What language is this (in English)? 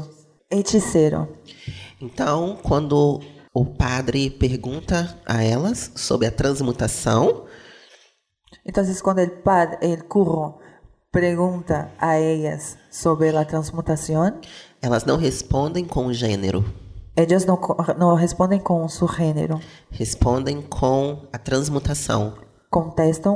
Portuguese